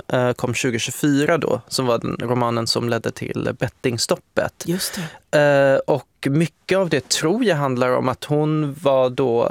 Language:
Swedish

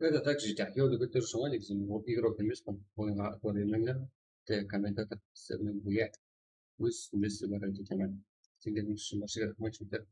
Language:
Kara-Kalpak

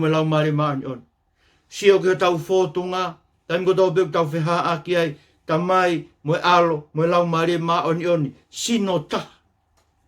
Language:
Tongan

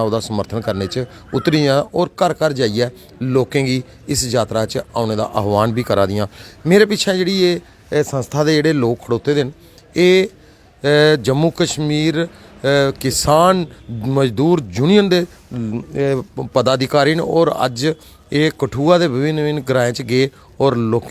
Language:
Dogri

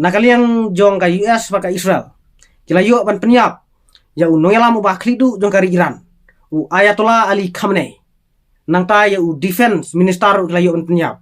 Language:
Khasi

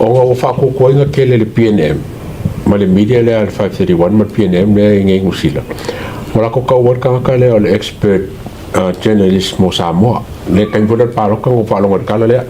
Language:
Samoan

